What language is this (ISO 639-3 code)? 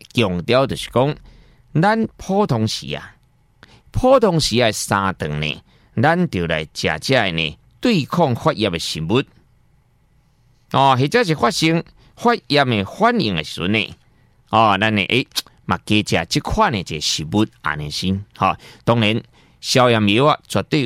nan